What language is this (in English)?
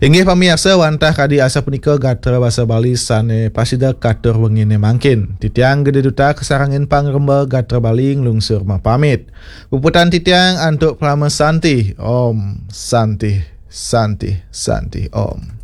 Balinese